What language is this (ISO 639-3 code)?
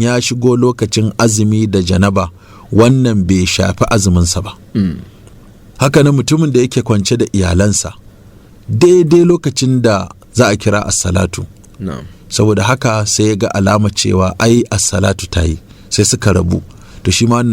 hau